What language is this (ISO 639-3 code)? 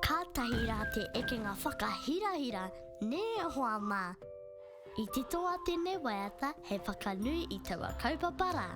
mri